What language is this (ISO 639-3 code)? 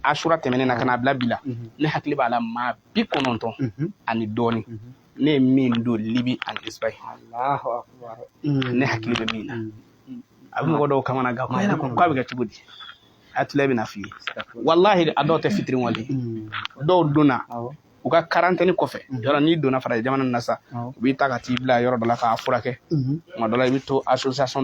bam